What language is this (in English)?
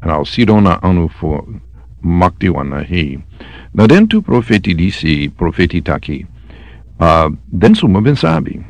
Sranan Tongo